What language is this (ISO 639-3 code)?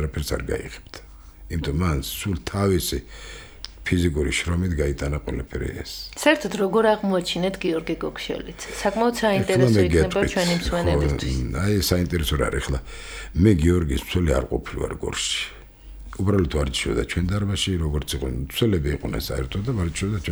kat